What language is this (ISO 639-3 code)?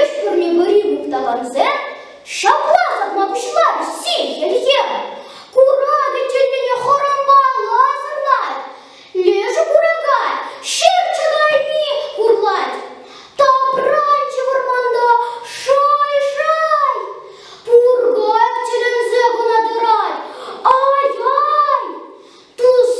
chv